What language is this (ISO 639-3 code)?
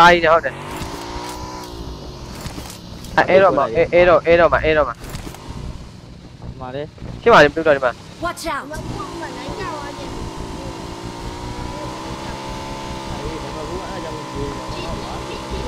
mya